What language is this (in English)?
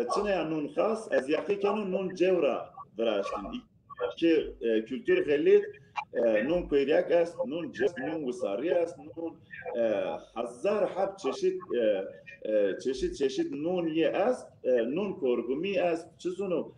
Zaza